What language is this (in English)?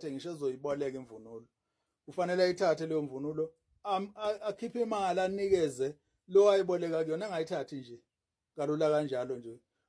Zulu